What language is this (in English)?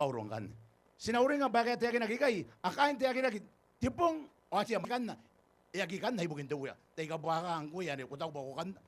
Gilbertese